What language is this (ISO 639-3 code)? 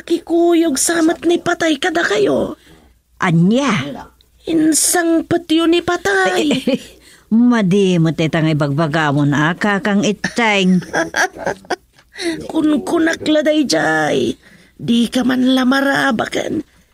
ilo